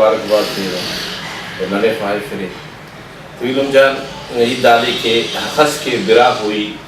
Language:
Brahui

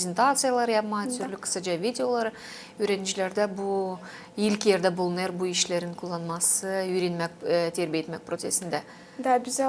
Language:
Gagauz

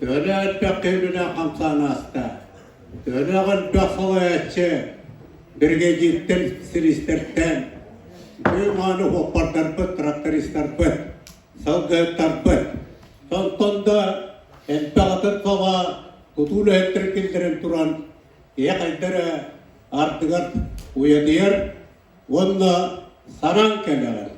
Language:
Yakut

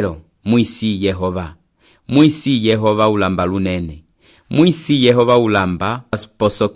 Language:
Umbundu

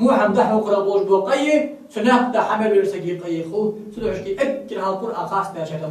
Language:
Ingush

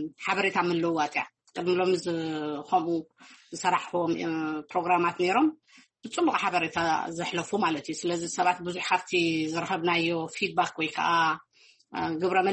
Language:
Tigrinya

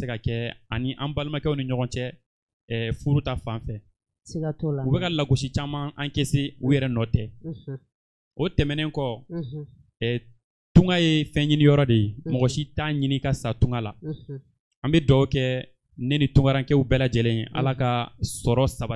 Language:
Bambara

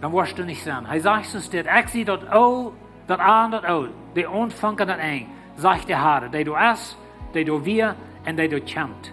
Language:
Plautdietsch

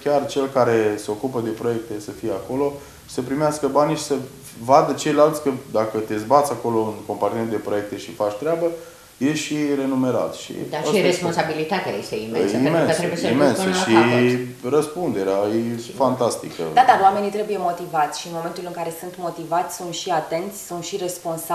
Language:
Romanian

